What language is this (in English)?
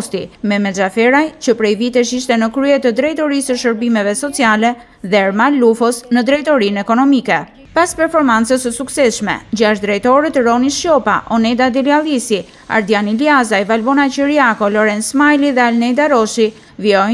Albanian